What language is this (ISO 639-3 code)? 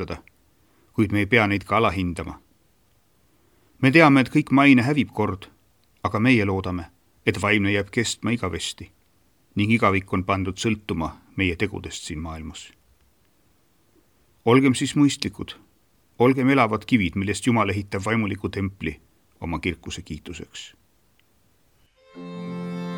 est